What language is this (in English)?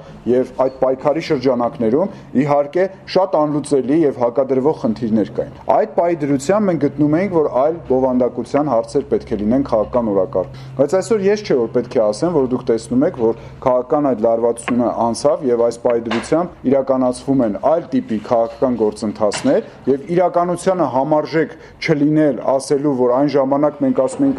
Armenian